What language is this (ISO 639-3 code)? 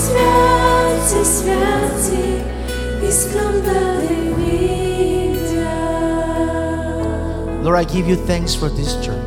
bul